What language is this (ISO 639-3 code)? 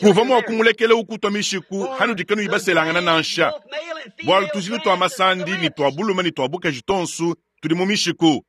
lua